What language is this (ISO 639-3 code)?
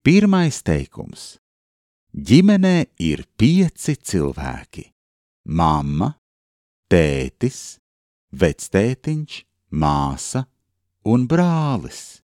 lav